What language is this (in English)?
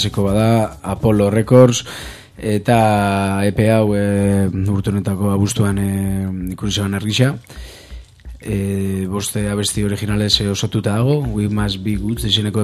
Basque